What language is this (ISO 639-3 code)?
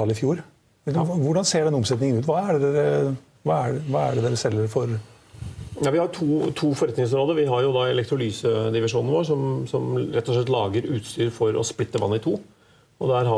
nor